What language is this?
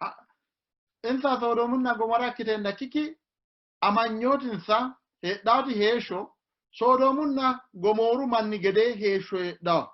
Sidamo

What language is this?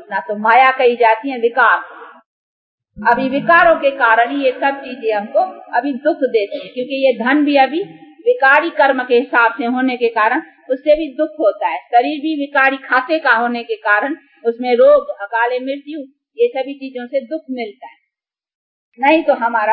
Hindi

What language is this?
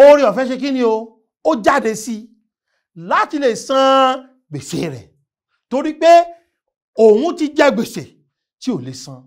Yoruba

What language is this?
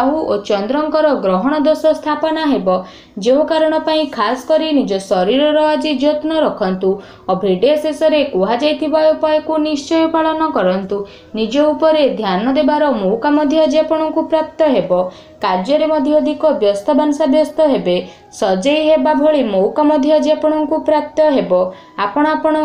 Odia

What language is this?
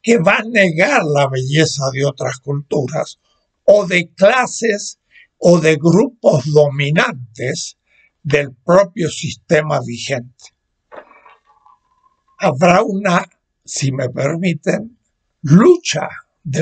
Spanish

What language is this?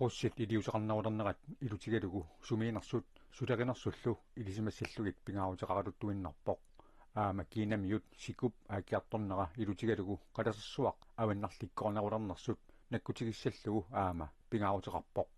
Kalaallisut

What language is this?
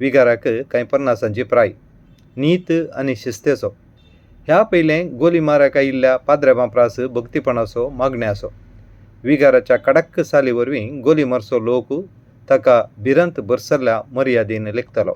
Konkani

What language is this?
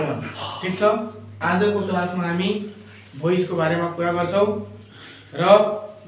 Nepali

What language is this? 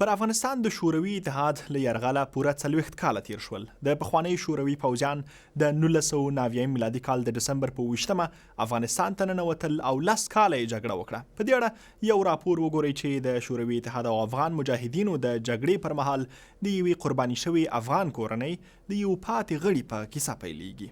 Pashto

